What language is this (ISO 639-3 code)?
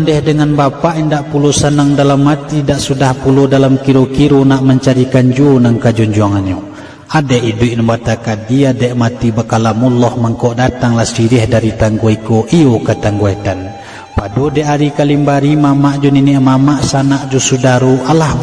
min